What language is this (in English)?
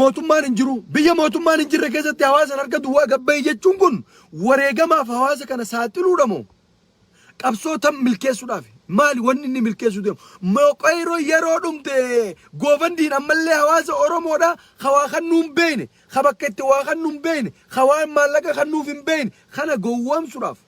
Oromo